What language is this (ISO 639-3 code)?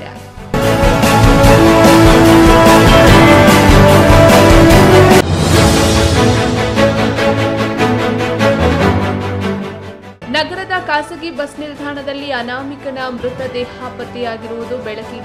kan